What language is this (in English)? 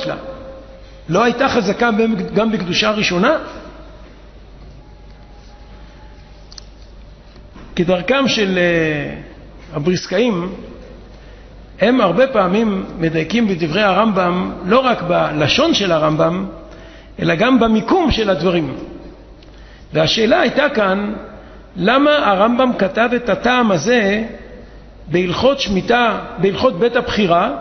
Hebrew